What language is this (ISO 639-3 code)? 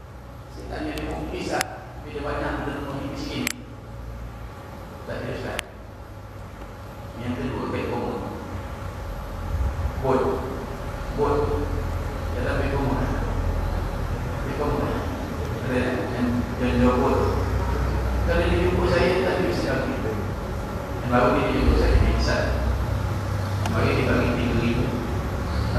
msa